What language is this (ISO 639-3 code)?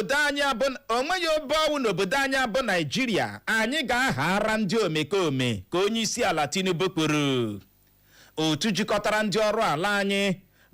ibo